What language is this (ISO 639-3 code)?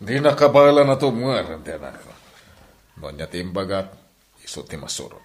ilo